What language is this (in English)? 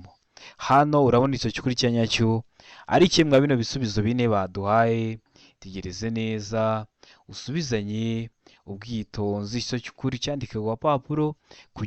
Kinyarwanda